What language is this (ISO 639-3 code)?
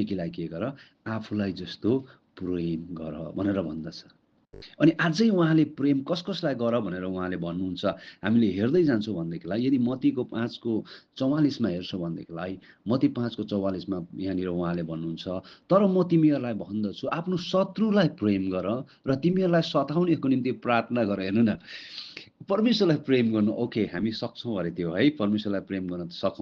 nep